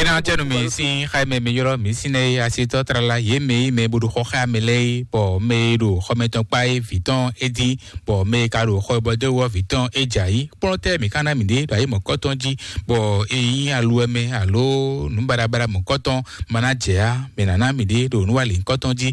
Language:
Fon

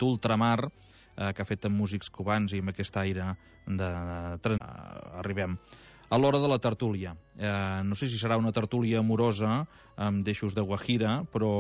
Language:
Catalan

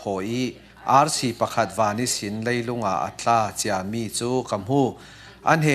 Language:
Falam Chin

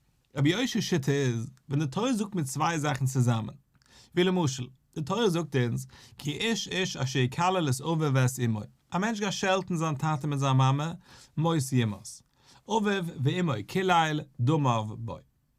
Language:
Yiddish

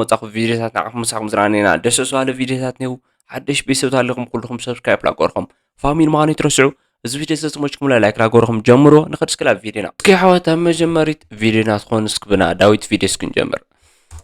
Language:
Tigrinya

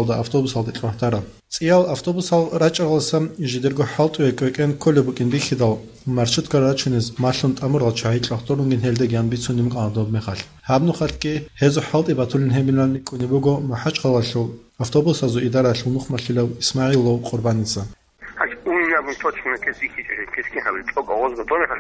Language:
Avaric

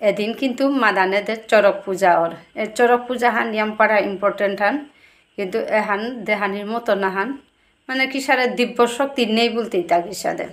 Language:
Bishnupriya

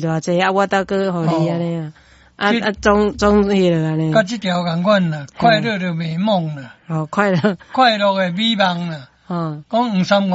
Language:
Min Nan Chinese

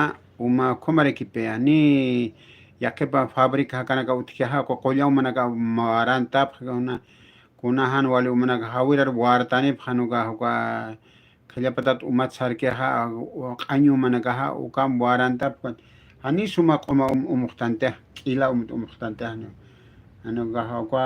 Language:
Aymara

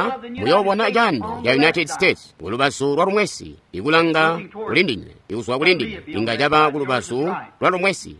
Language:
Tonga (Zambia)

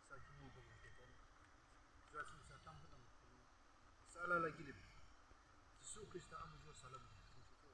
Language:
Yimchungru Naga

